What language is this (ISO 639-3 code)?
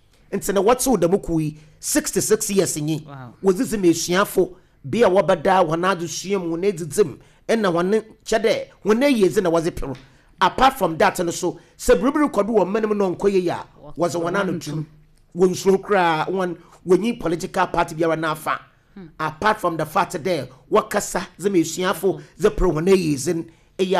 aka